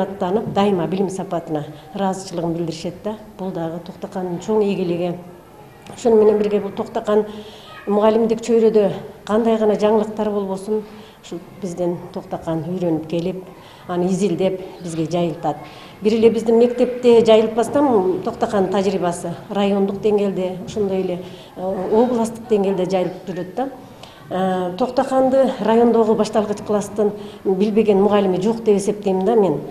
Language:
Kyrgyz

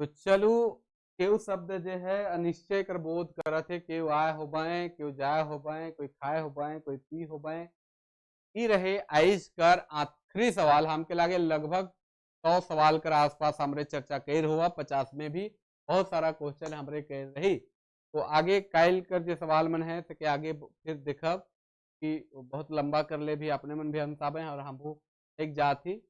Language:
Sadri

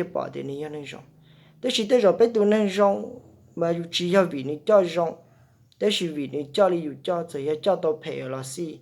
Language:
Hmong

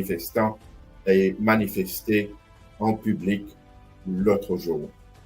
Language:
Morisyen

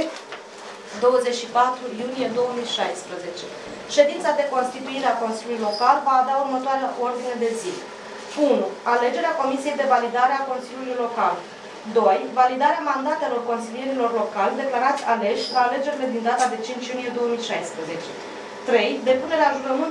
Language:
Romanian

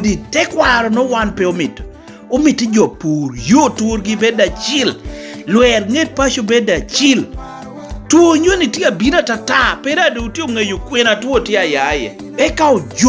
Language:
Lango (Uganda)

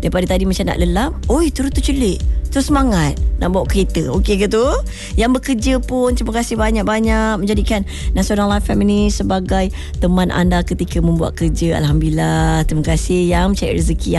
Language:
Malay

